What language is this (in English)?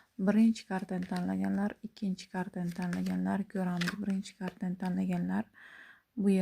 Uzbek